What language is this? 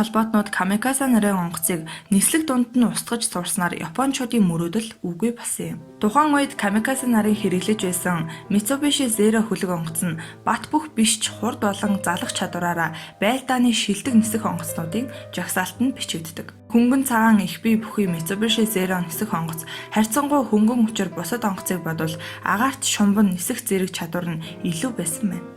Mongolian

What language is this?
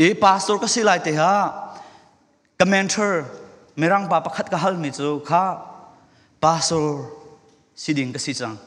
Falam Chin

